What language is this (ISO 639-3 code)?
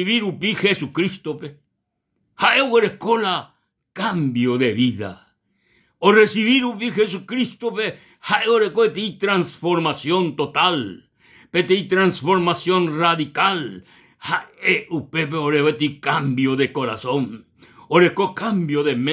grn